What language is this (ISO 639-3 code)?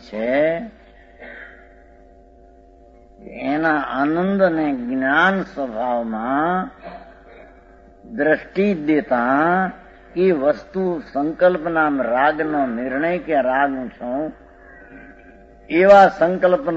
guj